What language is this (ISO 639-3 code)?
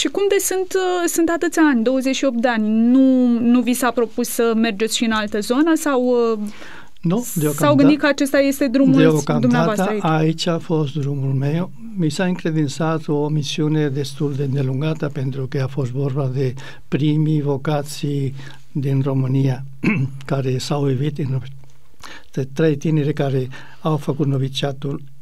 ron